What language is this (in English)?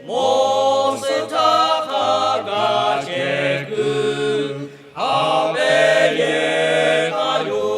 Lahu